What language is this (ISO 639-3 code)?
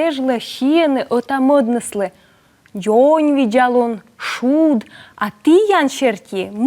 kom